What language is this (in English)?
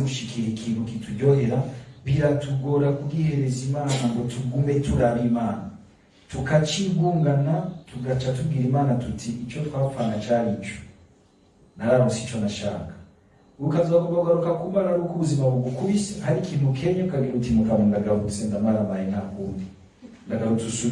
Rundi